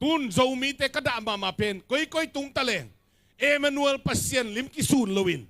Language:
Tedim Chin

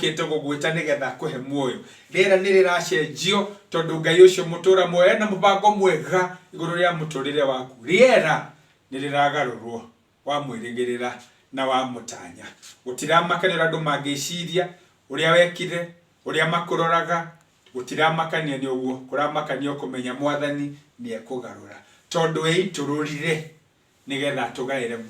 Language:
Kikuyu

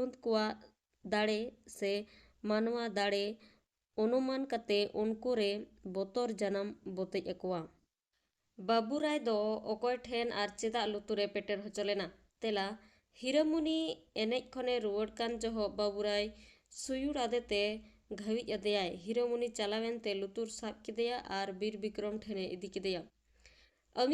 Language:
Santali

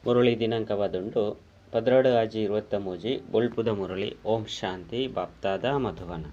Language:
Tulu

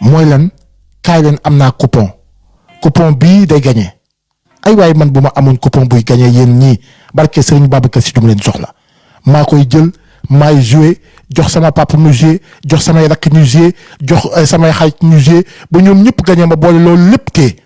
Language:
Wolof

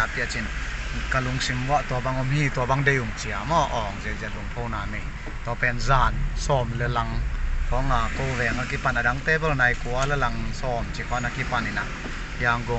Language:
Paite Chin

